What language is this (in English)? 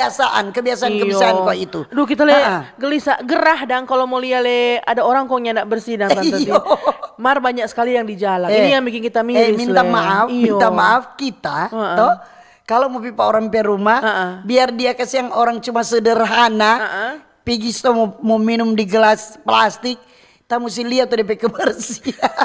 Manado Malay